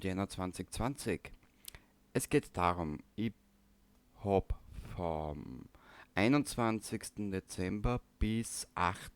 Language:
Bavarian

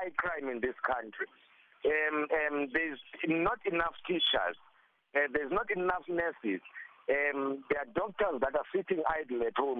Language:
English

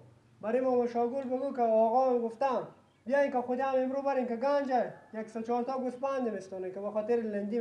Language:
Persian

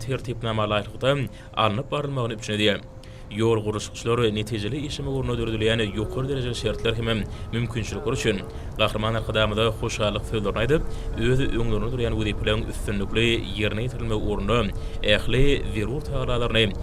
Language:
Turkmen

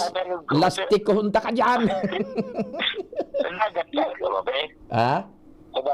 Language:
Bikol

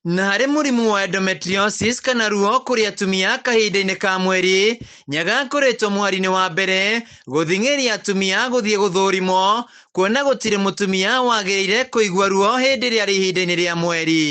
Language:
Kikuyu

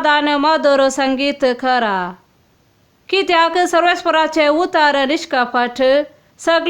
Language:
Konkani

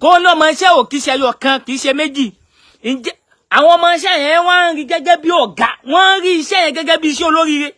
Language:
Yoruba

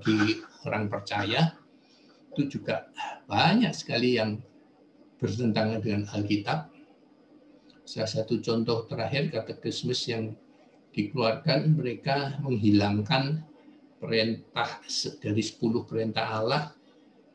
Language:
Indonesian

